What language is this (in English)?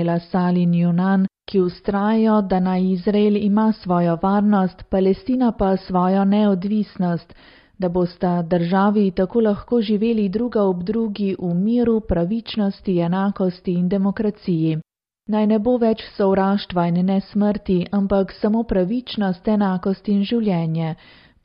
Slovenian